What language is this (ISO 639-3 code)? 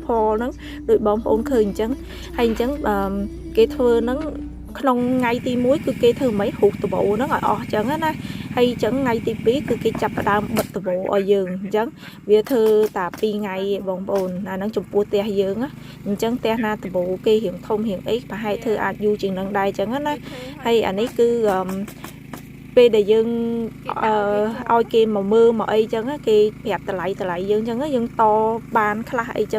khm